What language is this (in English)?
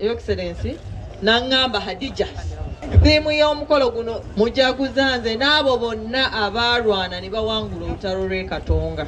Ganda